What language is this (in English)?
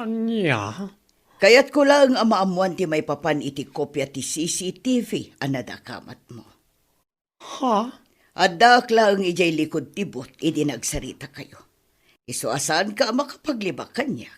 Iloko